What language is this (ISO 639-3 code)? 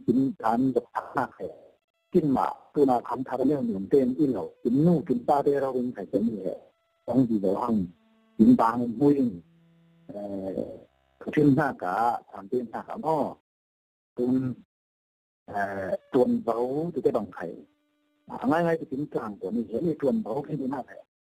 cfm